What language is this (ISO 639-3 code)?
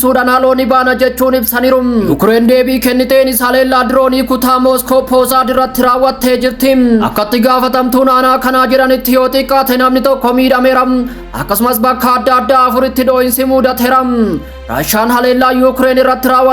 orm